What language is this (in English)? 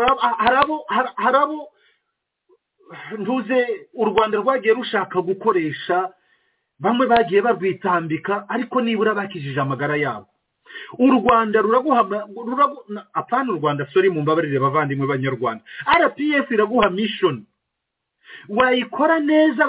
Kinyarwanda